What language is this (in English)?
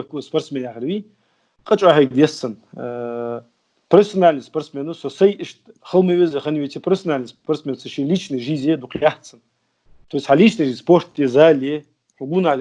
Ingush